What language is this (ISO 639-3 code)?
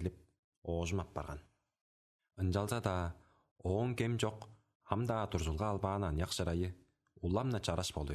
tyv